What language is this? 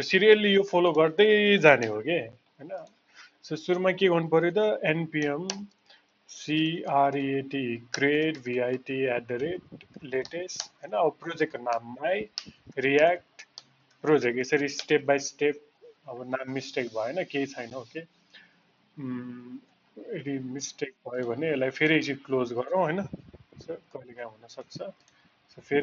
Nepali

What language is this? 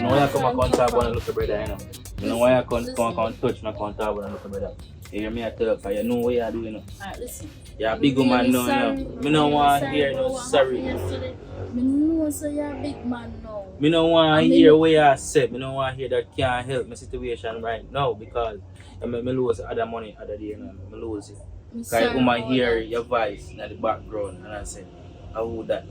Jamaican Creole English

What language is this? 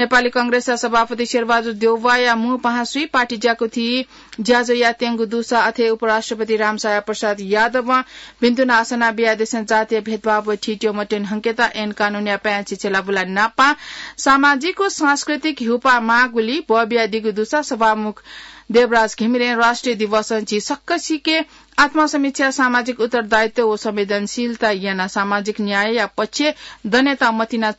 Newari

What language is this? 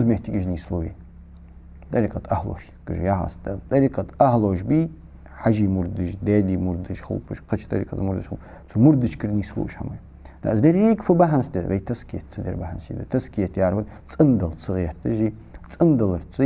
Ingush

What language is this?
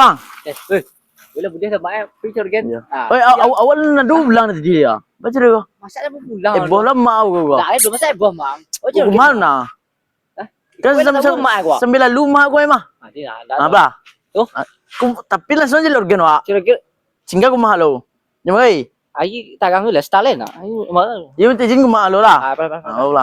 Minangkabau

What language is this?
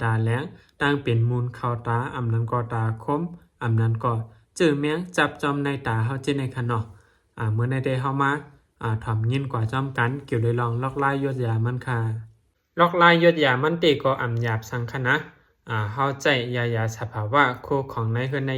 Shan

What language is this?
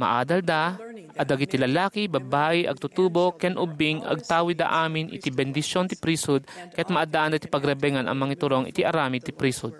Iloko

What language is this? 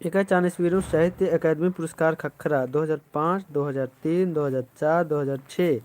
Kurukh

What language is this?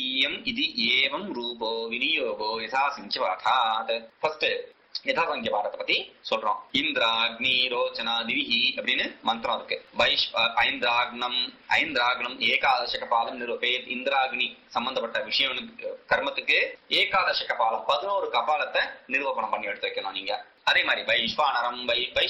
Tamil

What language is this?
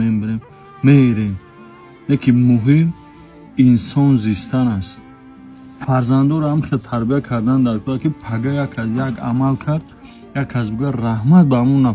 Tajik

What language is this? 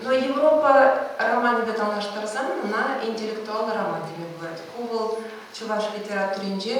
Chuvash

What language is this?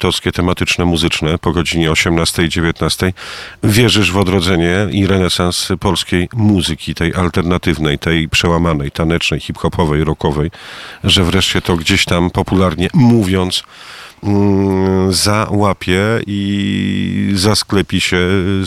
Polish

